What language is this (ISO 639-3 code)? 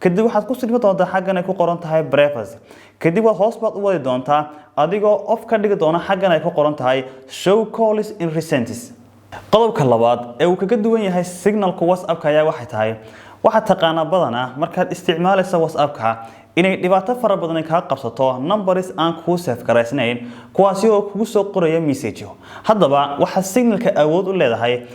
som